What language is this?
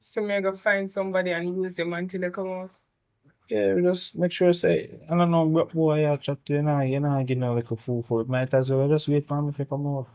Jamaican Creole English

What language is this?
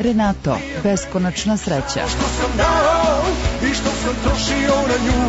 Serbian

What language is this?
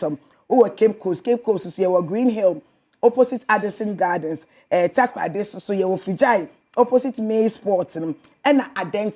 Akan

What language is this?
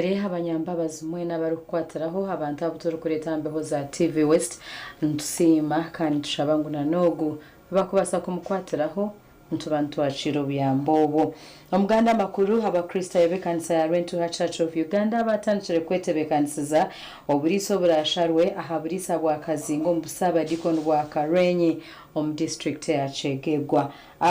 Nyankole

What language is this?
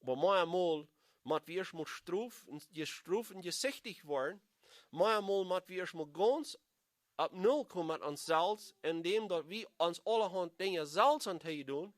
Plautdietsch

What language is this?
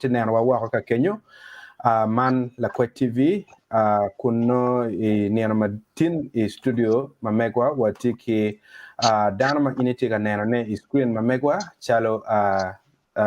Acoli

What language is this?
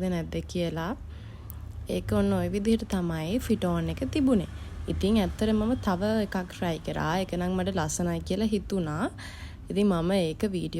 Sinhala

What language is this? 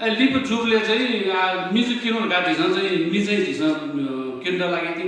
Newari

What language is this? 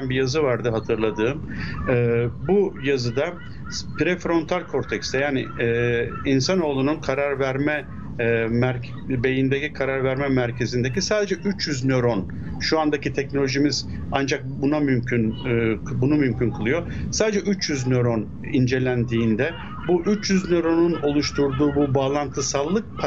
Turkish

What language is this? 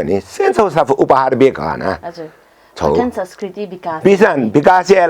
Newari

